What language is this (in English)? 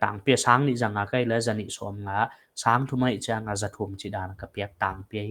Paite Chin